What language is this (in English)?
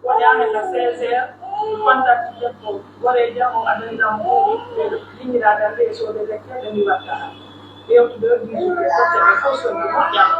Pular